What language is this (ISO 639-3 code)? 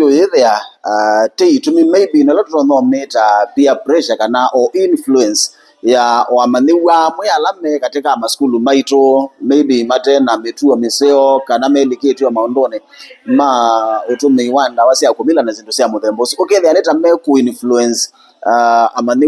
kam